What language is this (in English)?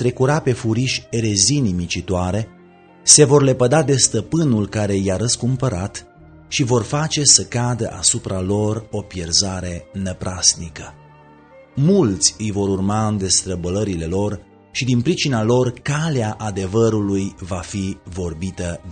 Romanian